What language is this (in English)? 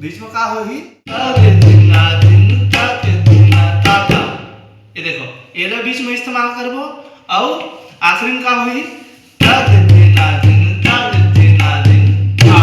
Chhattisgarhi